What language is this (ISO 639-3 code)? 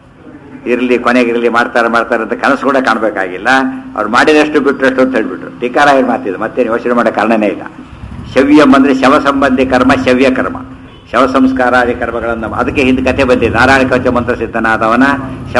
kan